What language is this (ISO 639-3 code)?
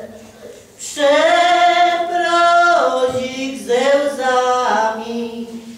pol